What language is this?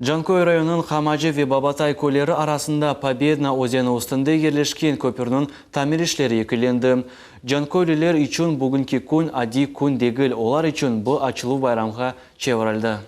Crimean Tatar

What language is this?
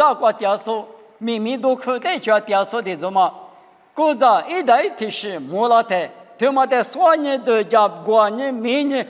Lisu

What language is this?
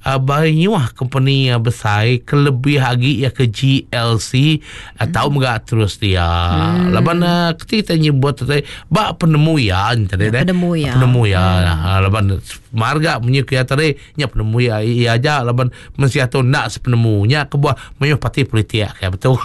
Iban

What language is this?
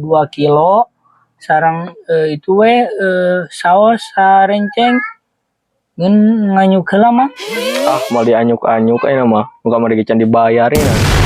Sundanese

